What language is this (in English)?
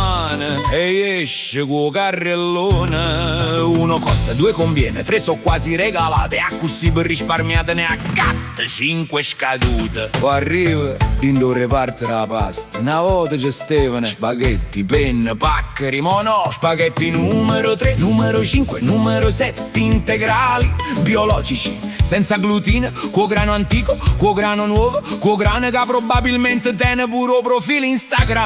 Neapolitan